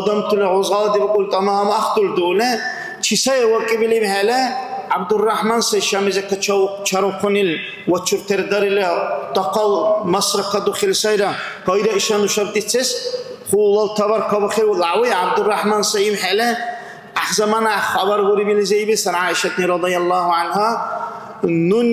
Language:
Dargwa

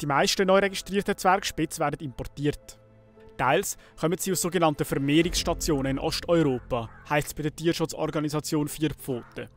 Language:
Swiss German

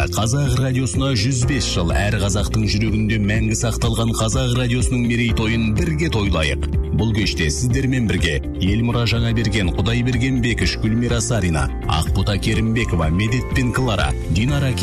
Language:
Kazakh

